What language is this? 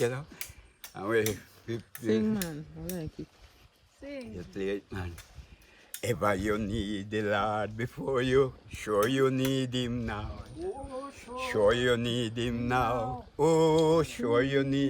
Jamaican Creole English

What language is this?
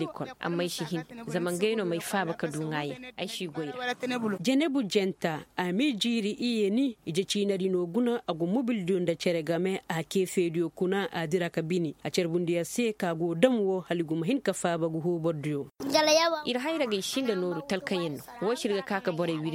Koyraboro Senni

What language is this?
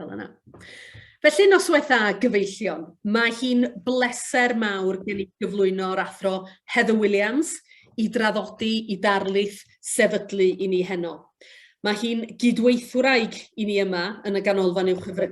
Welsh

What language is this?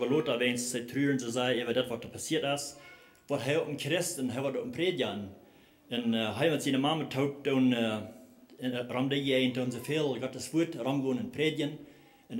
Plautdietsch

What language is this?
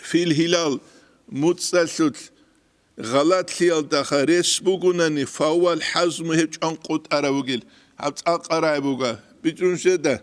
Avaric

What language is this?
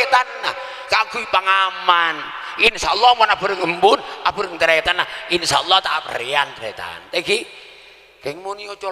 Madurese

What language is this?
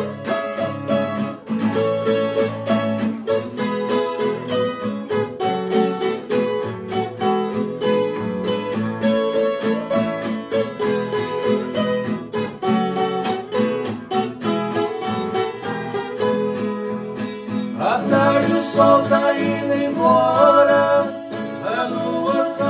Portuguese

